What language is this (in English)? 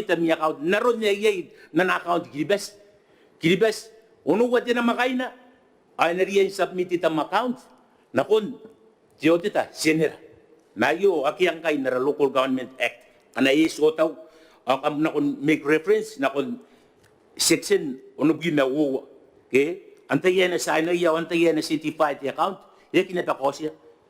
Gilbertese